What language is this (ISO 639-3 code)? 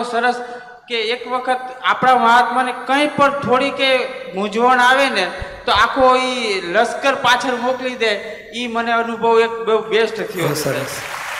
guj